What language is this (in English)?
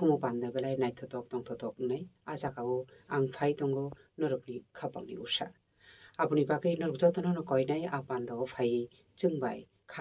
Kok Borok